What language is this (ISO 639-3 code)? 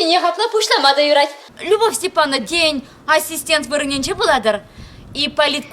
chv